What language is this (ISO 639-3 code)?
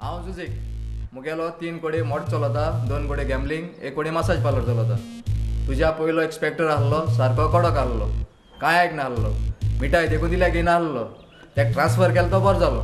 kok